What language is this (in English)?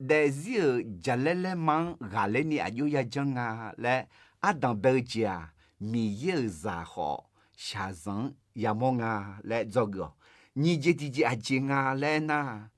Akha